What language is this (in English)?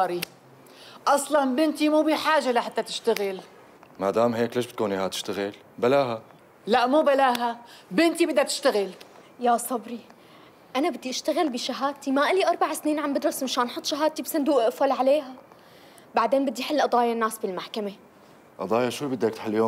North Levantine Arabic